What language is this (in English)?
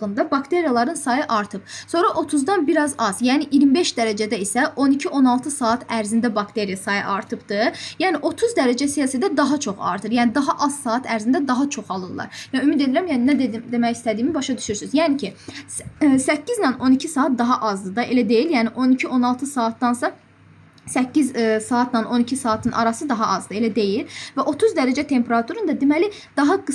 Azerbaijani